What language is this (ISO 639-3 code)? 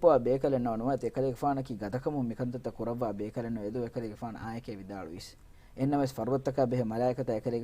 div